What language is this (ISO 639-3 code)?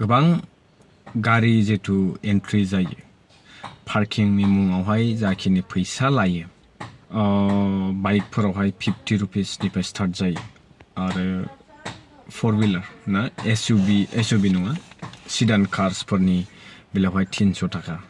brx